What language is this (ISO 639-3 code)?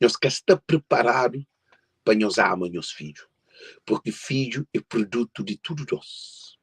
kea